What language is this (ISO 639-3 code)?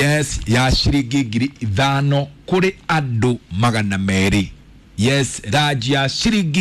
kik